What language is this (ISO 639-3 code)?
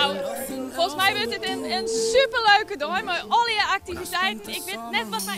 fry